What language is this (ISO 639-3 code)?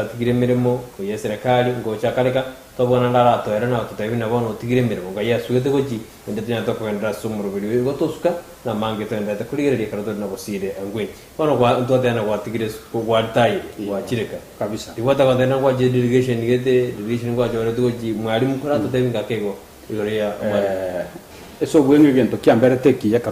guz